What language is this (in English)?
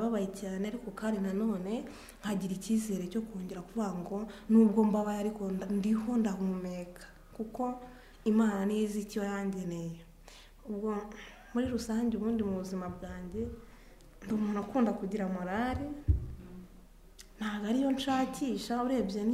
Kinyarwanda